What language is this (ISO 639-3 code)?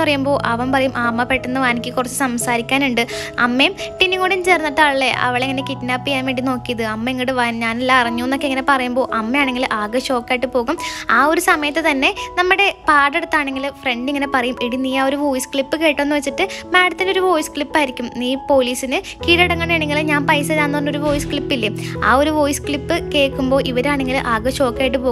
mal